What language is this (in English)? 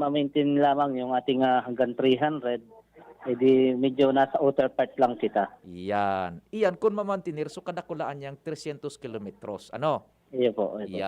Bikol